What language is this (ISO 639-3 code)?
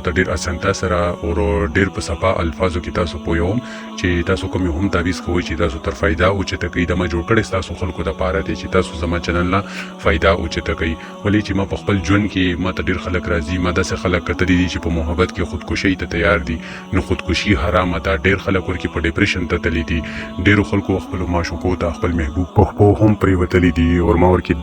pus